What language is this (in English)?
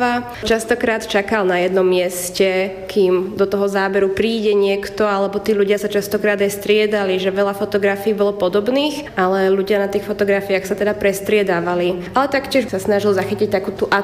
Slovak